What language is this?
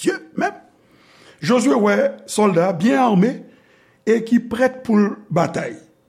Haitian Creole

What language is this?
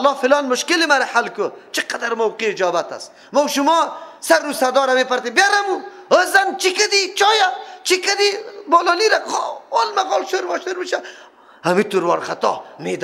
Persian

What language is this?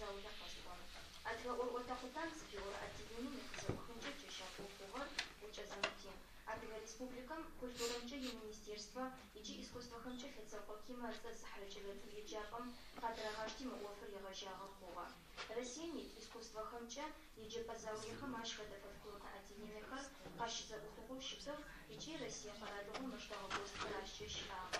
Adyghe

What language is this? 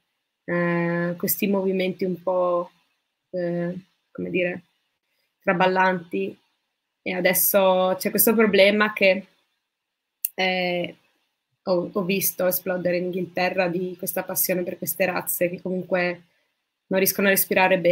Italian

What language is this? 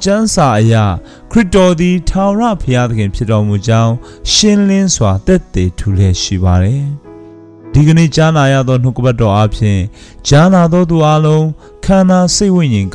Burmese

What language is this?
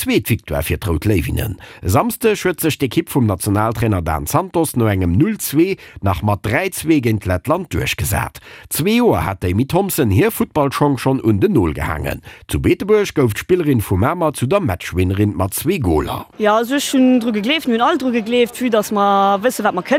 Luxembourgish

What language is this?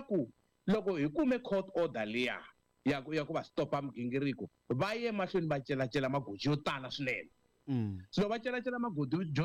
Tsonga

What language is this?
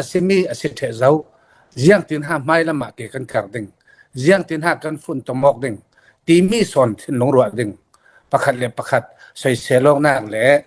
Falam Chin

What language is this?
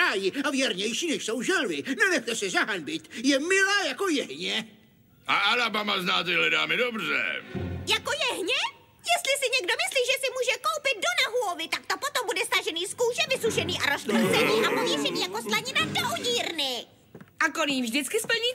Czech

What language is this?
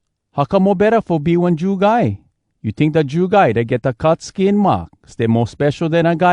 Hawai'i Creole English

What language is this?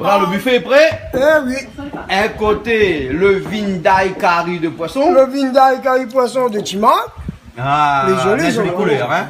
Réunion Creole French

